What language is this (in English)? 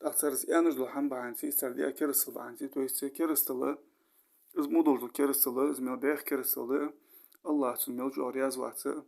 Ingush